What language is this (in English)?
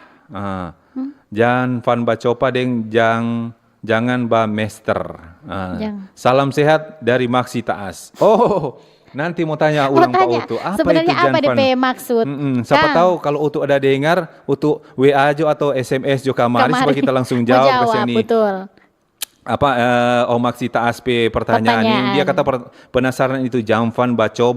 Manado Malay